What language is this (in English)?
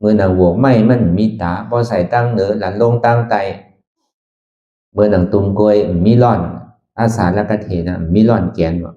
Shan